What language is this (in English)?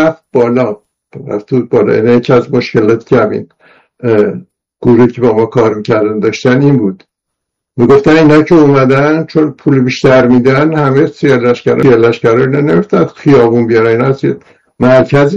Persian